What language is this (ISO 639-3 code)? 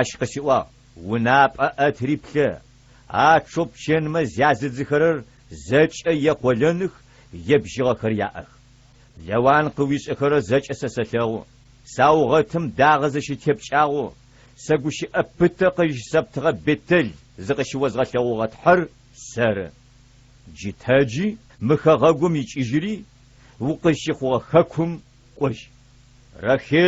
ady